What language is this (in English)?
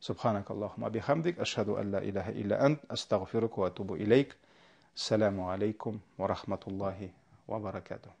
Tatar